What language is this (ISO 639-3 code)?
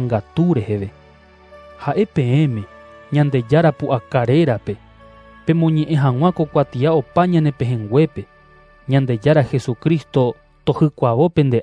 grn